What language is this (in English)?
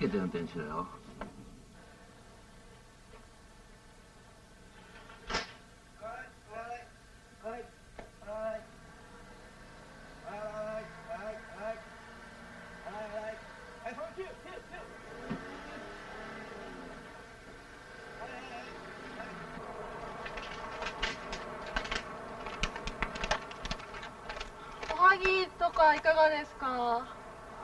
Japanese